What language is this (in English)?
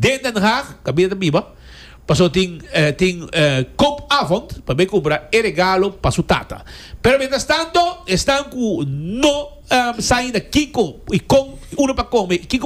Papiamento